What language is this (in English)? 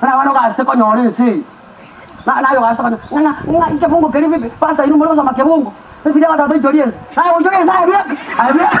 Gusii